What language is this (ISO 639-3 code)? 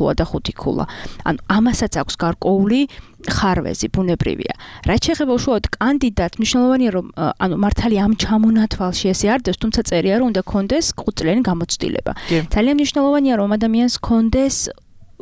kat